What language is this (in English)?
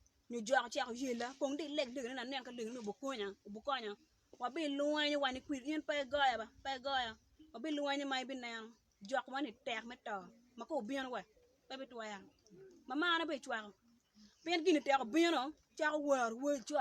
Acoli